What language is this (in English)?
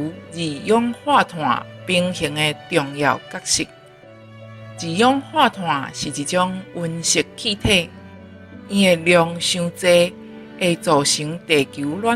Min Nan Chinese